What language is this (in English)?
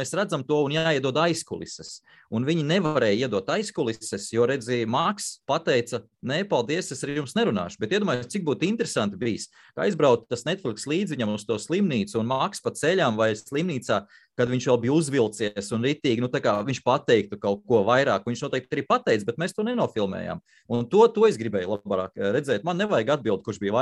Latvian